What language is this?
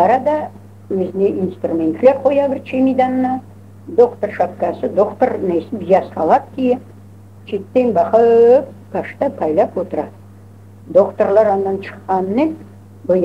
Crimean Tatar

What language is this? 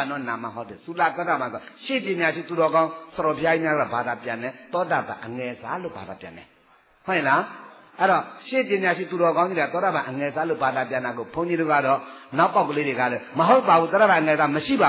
Burmese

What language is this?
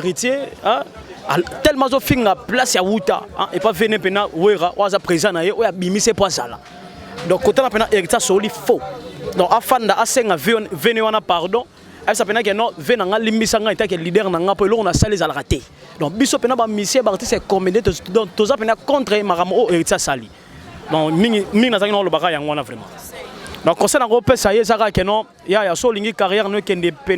Lingala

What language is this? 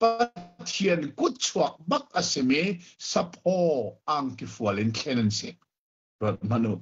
Hakha Chin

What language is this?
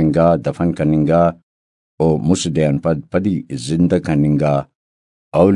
Brahui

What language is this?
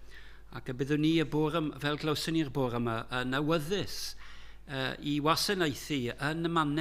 Welsh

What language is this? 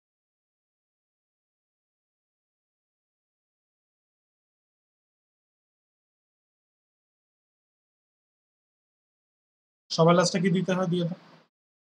Bangla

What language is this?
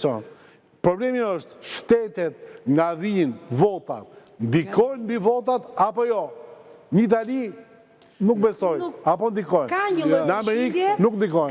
Albanian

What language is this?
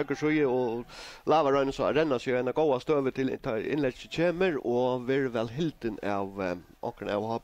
Faroese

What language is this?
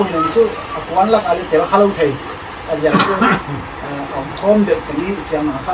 Paite Chin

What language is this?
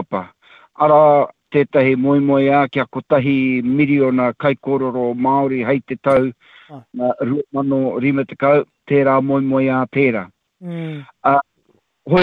Māori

